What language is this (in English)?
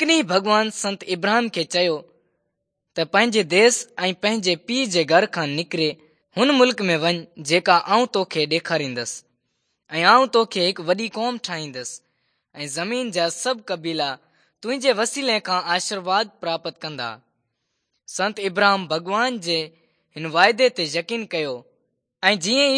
Sindhi